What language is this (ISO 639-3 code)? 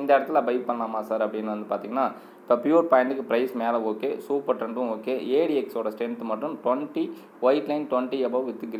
tam